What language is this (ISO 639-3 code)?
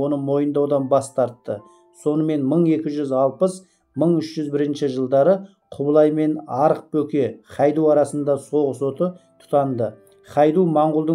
kaz